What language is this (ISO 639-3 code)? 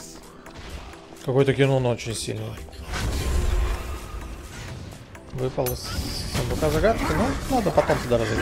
rus